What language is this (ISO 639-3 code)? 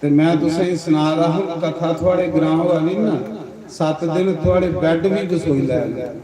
doi